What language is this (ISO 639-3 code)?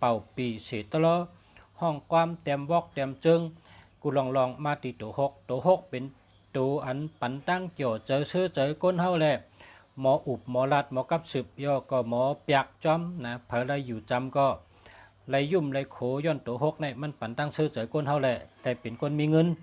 shn